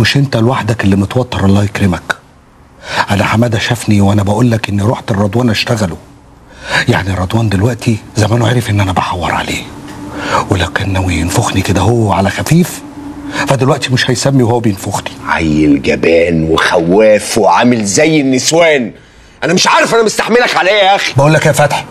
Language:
Egyptian Arabic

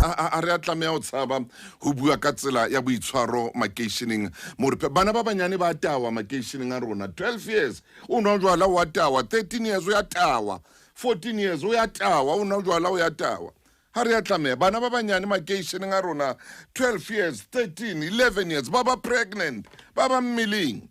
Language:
Southern Sotho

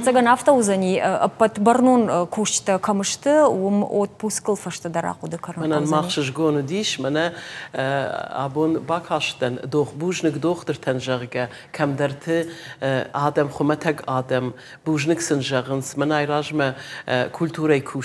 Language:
Ossetic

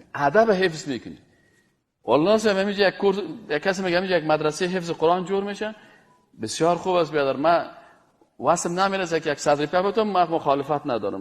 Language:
Persian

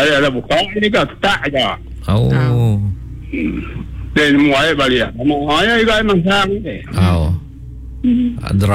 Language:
Iban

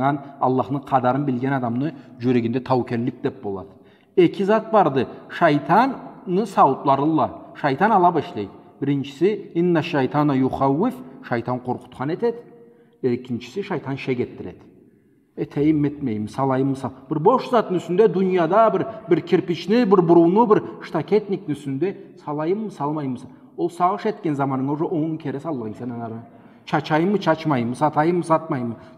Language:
Karachay-Balkar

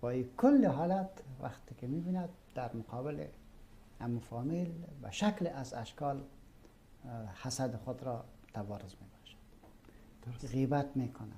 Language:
Persian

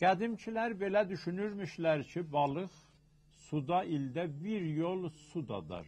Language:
South Azerbaijani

